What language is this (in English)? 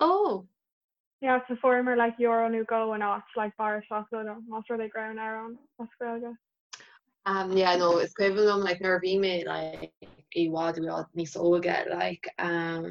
Irish